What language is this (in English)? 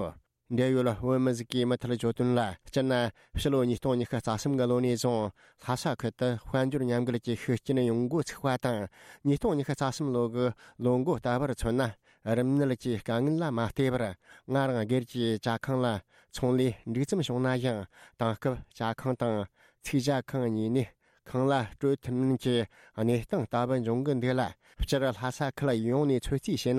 Tibetan